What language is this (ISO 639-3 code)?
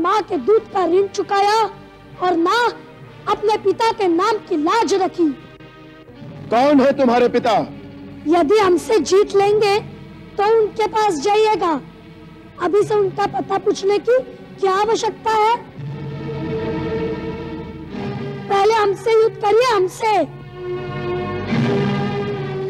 hin